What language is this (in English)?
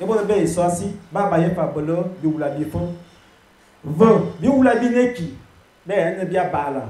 Fang